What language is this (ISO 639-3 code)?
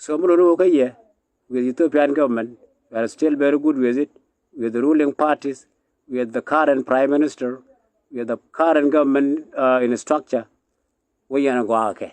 nus